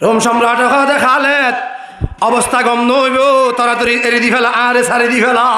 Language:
Rohingya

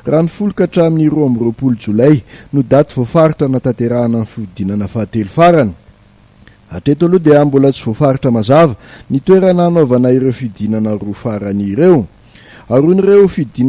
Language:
Malagasy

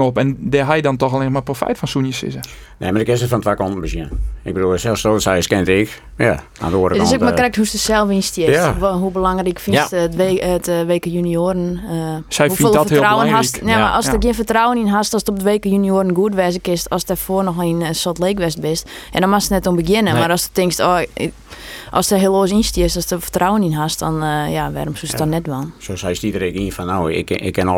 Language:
Western Frisian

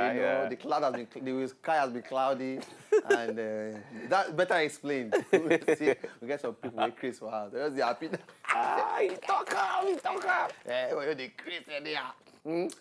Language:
Nigerian Pidgin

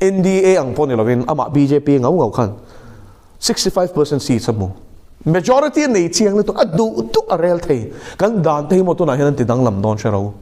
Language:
Mizo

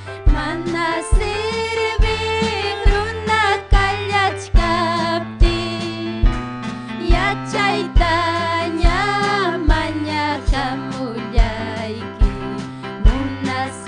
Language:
Ayacucho Quechua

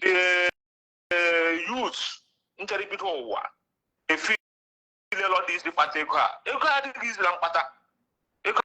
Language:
Igbo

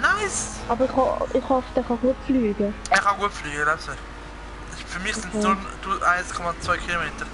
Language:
Swiss German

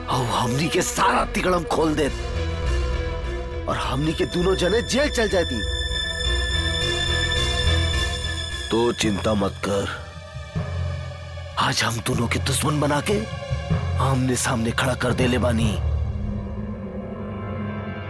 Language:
Bhojpuri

